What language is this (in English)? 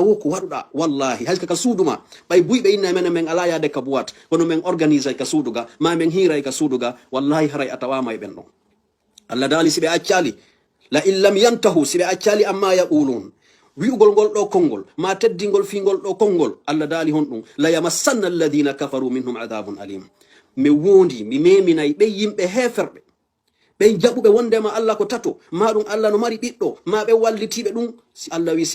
Fula